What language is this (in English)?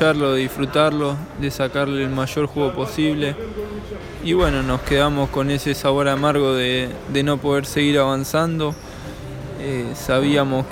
Spanish